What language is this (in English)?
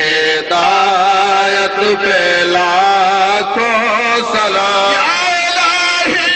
Saraiki